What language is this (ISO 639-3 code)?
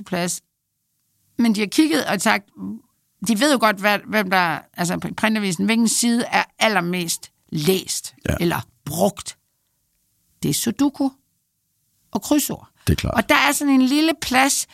dan